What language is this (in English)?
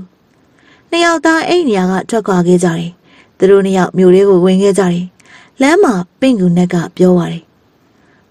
Burmese